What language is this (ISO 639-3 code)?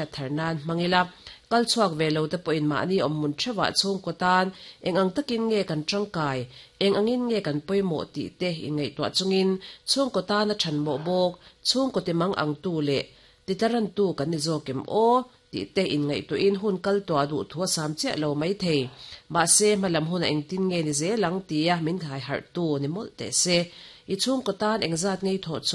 lus